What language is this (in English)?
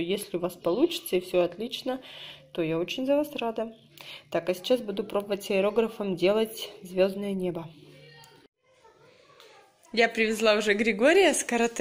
Russian